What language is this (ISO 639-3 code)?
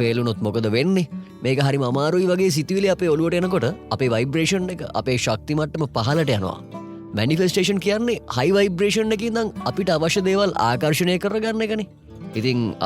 sin